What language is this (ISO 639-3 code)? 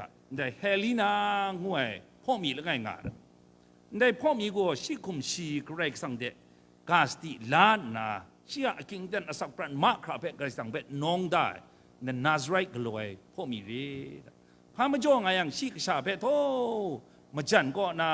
kac